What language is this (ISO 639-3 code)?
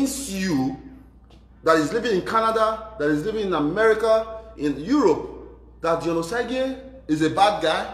pcm